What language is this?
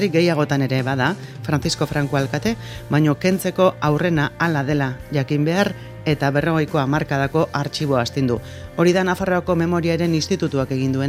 Basque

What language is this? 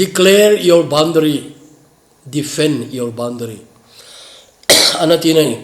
Thado Chin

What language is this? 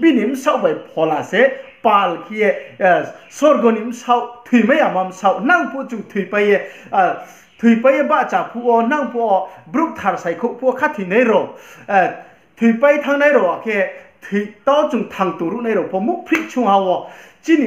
Riang (India)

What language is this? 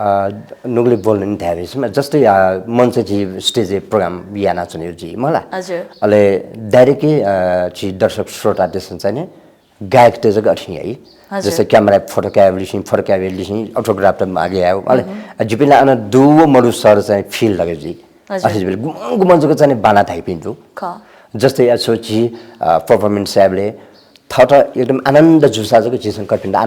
Newari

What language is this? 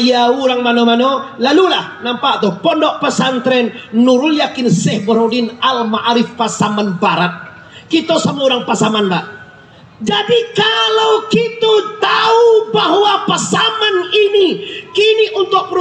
Minangkabau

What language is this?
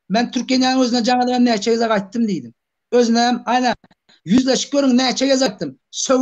Turkmen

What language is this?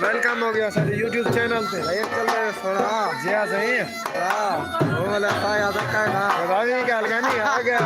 Saraiki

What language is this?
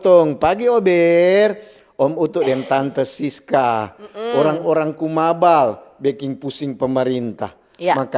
Manado Malay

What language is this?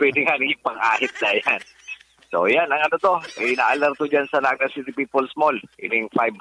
Bikol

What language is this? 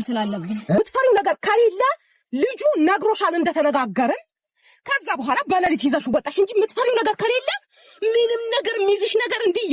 Amharic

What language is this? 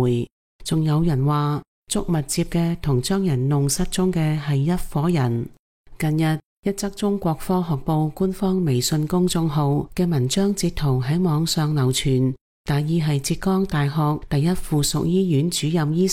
Cantonese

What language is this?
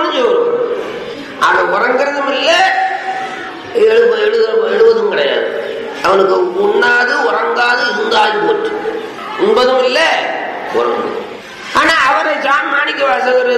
Tamil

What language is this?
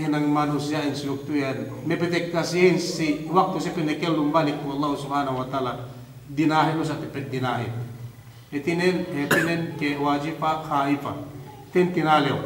Yakan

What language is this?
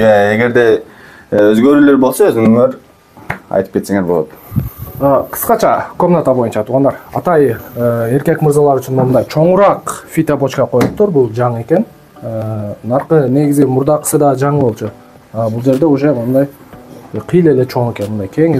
Kyrgyz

